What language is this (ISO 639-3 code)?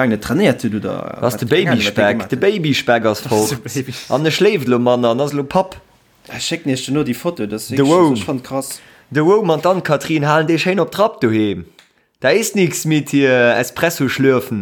ltz